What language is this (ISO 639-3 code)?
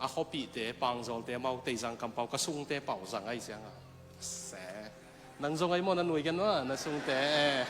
ctd